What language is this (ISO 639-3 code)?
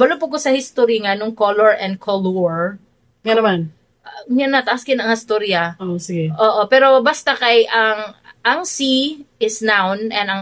ceb